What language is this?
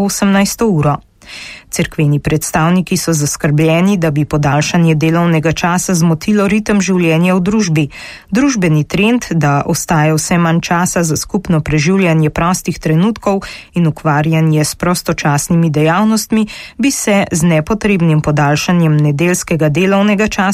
Slovenian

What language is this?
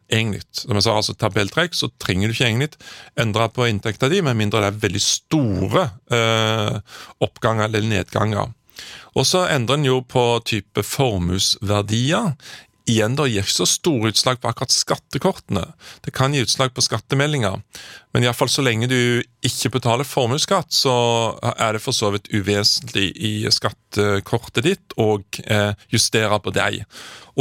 Norwegian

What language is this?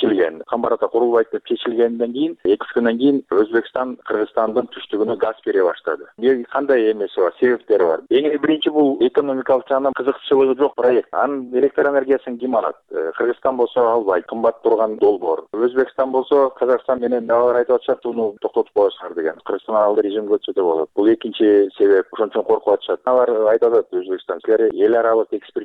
Kyrgyz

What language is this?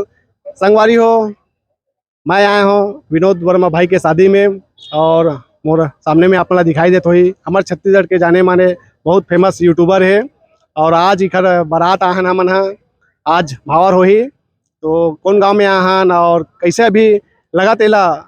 Chhattisgarhi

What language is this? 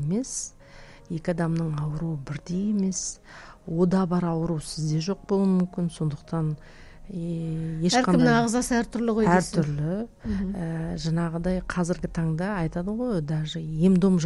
Kazakh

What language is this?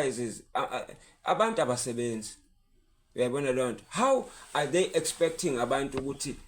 Zulu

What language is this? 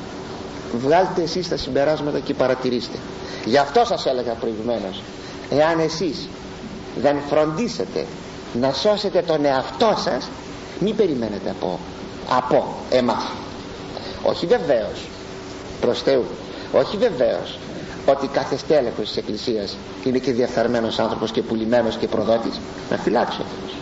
Greek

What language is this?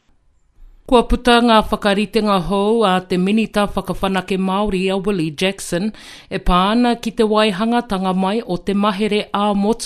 Māori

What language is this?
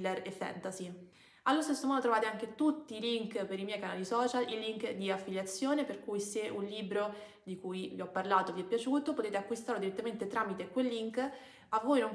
Italian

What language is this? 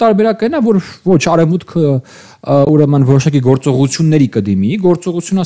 Armenian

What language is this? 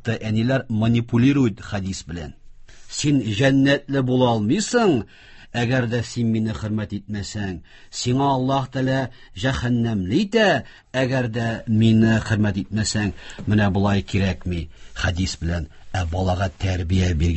Tatar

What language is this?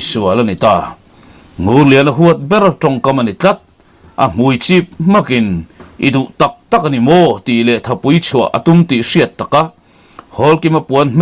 Mizo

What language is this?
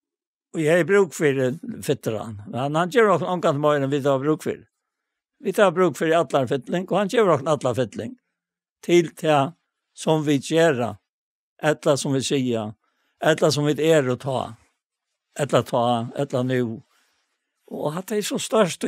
Faroese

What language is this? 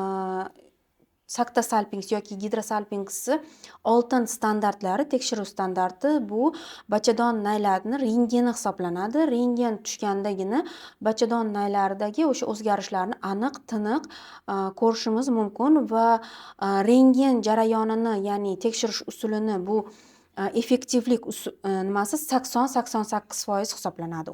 Uzbek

